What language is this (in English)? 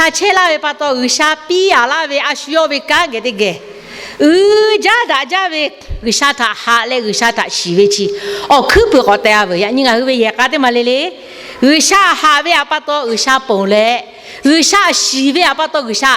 Lahu